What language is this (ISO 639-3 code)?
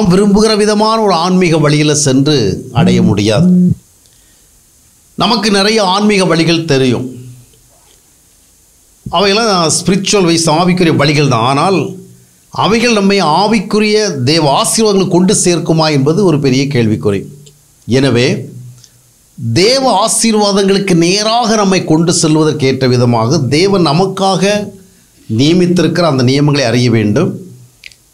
tam